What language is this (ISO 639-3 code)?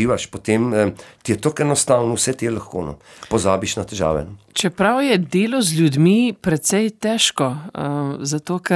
slv